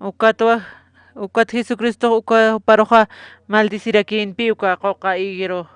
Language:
Aymara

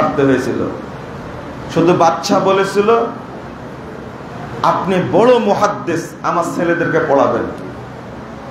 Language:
Bangla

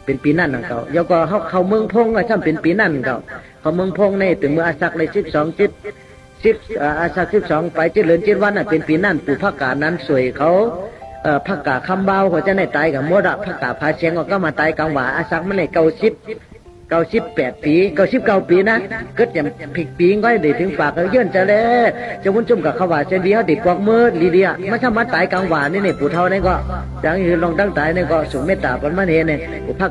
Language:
Shan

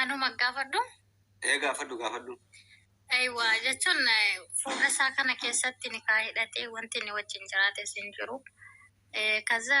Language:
Oromo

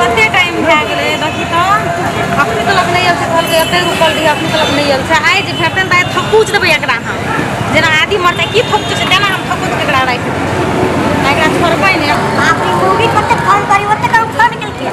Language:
Maithili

